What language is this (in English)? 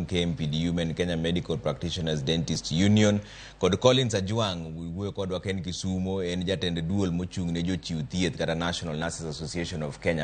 Luo (Kenya and Tanzania)